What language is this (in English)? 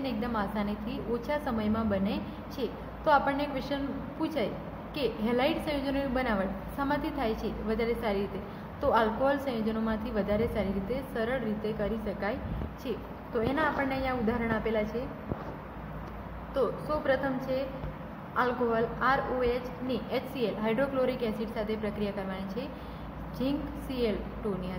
Gujarati